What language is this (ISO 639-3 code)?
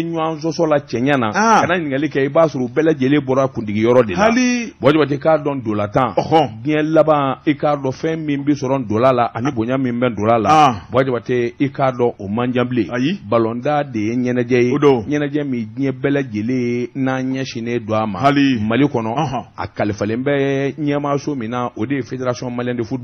bam